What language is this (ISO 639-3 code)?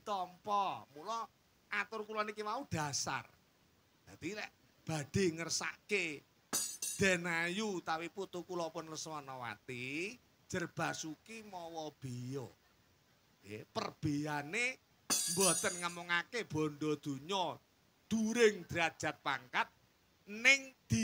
jav